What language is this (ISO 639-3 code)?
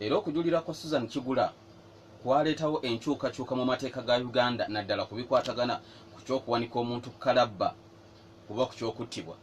lug